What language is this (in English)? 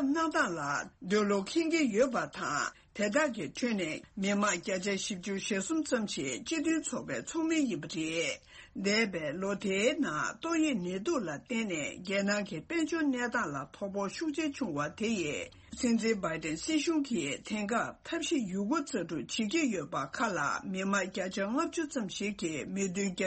Tibetan